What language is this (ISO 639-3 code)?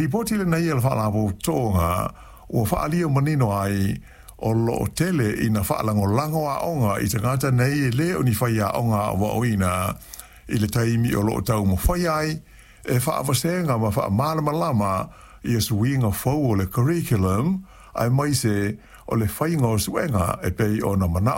smo